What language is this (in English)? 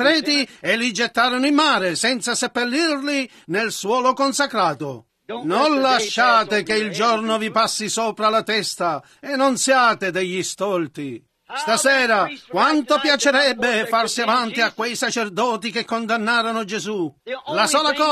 Italian